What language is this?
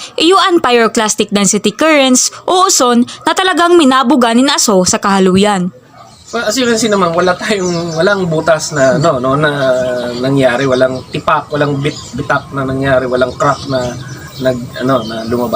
Bikol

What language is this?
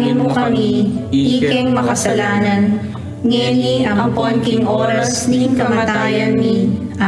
Pampanga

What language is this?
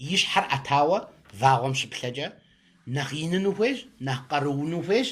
Kabardian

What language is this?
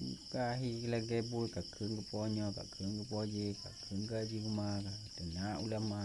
Achinese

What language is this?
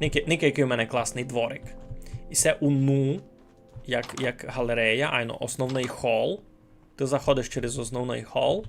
Rusyn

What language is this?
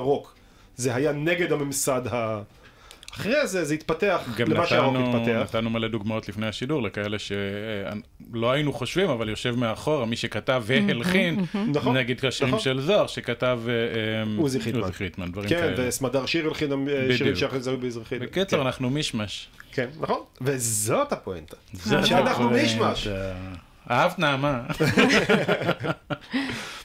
Hebrew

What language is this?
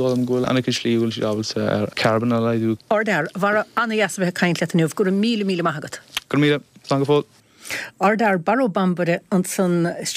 Irish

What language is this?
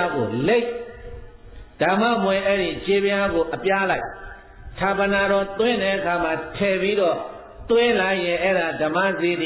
Burmese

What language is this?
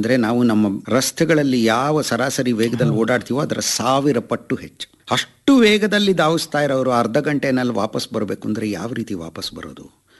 Kannada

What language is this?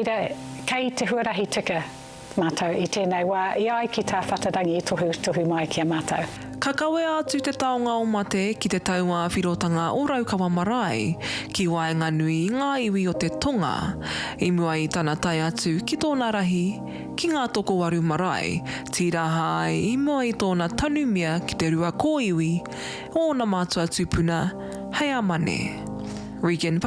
Māori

